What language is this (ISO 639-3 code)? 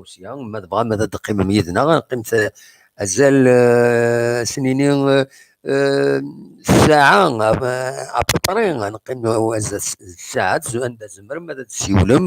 kab